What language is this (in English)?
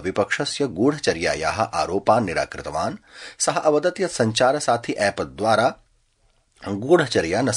Sanskrit